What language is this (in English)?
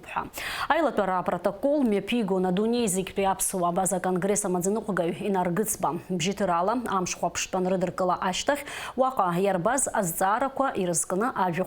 Abkhazian